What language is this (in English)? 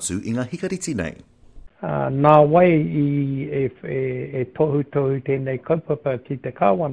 Māori